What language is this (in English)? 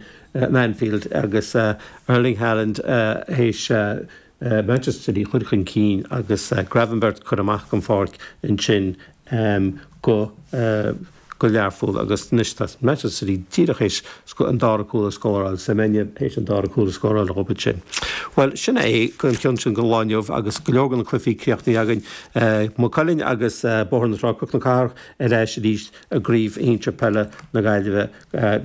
Irish